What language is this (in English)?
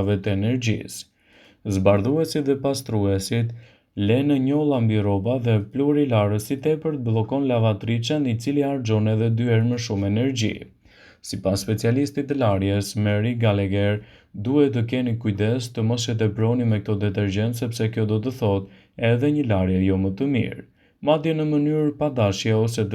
Albanian